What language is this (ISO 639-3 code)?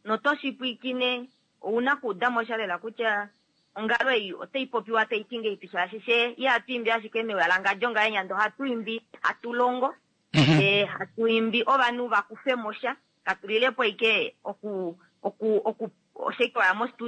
kua